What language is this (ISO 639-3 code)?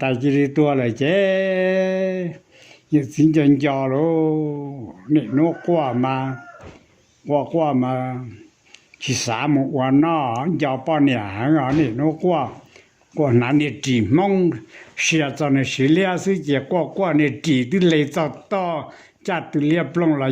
hmn